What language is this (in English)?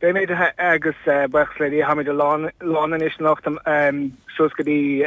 Irish